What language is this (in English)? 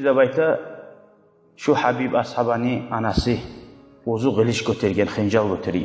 Kumyk